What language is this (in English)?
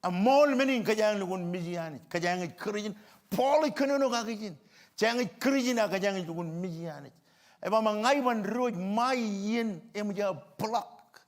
Marshallese